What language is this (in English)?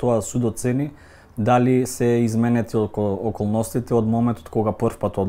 Macedonian